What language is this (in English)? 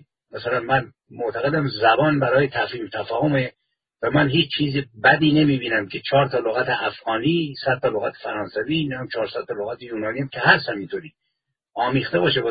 Persian